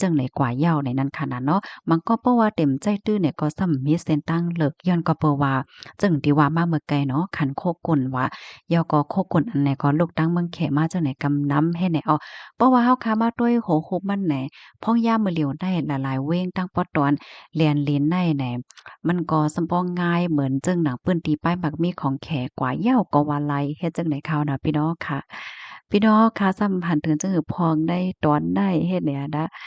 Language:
Shan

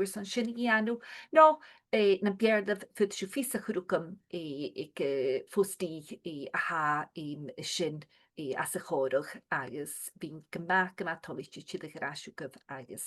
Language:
Scottish Gaelic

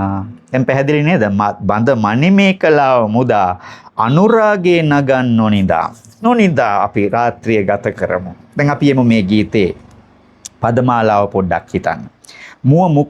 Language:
Sinhala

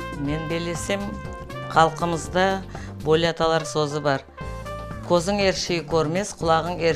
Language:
Crimean Tatar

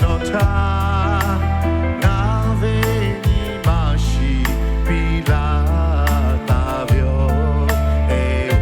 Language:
Lahu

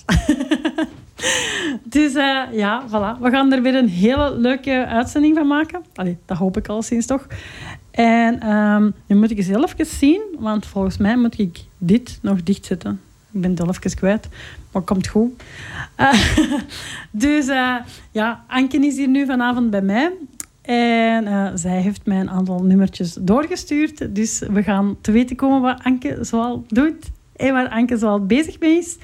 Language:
Dutch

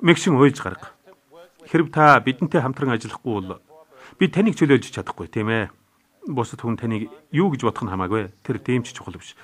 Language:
Mongolian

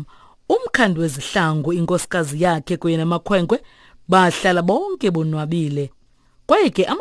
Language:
Xhosa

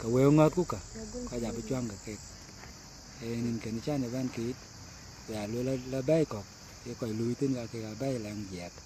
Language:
Dinka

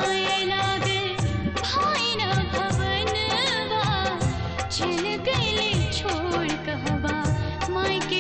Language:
Bhojpuri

